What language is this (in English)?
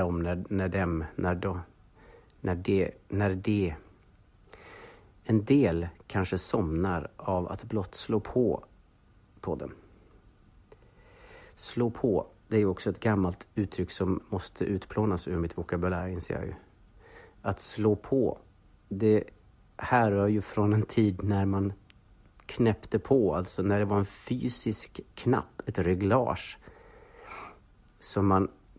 Swedish